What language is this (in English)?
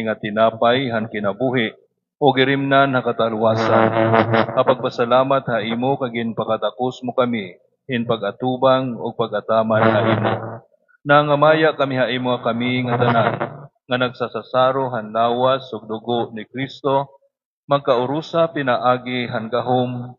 Waray